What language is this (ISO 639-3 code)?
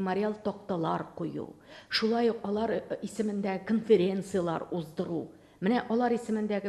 tat